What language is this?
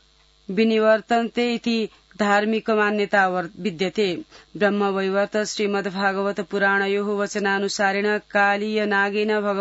Sanskrit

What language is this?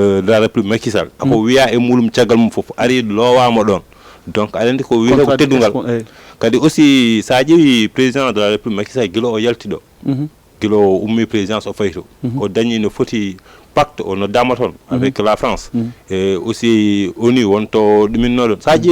Fula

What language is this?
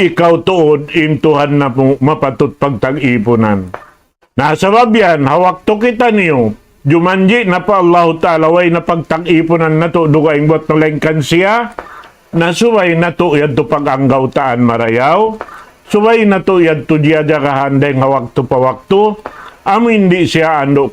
Tausug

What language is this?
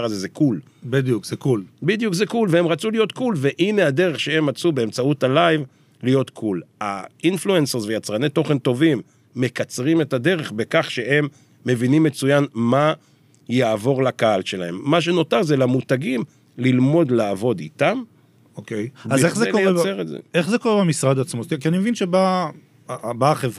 Hebrew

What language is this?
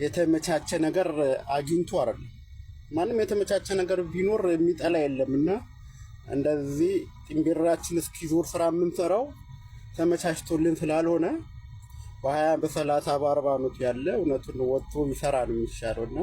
Amharic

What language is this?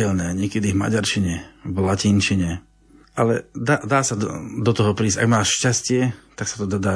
Slovak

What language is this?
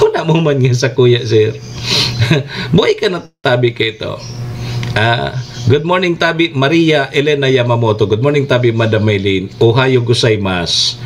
Bikol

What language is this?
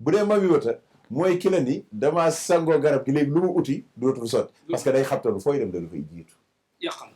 Wolof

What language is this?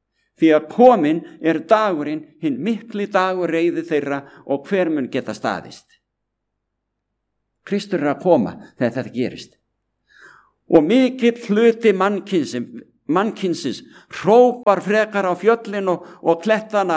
Icelandic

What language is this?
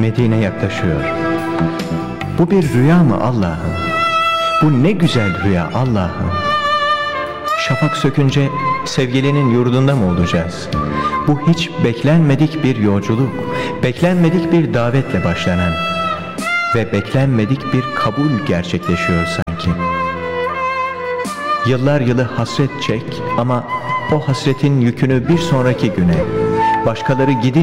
Turkish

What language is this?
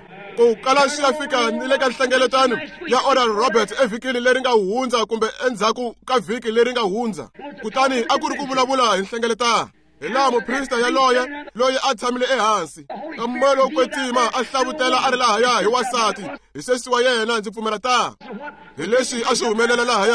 Tsonga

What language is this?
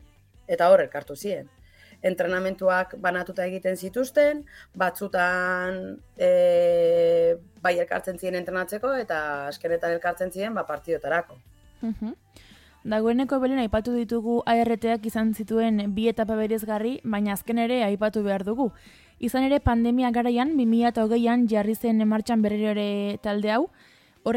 Basque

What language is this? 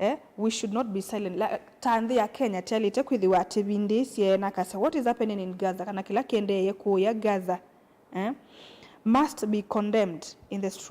Kamba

